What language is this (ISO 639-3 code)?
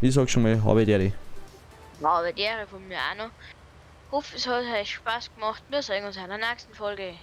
bar